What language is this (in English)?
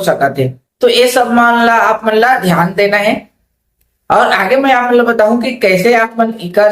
Chhattisgarhi